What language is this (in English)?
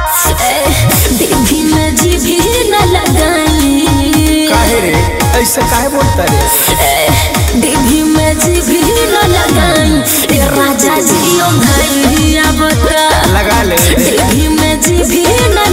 Bhojpuri